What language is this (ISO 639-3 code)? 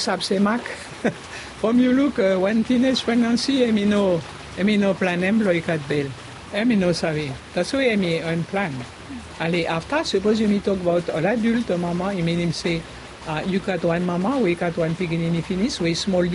bis